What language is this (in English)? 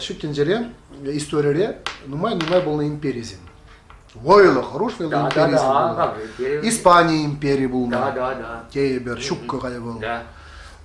Chuvash